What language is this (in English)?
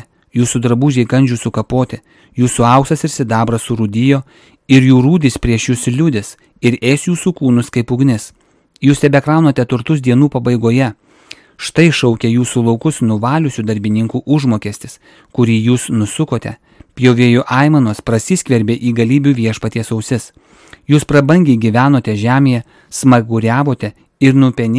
Lithuanian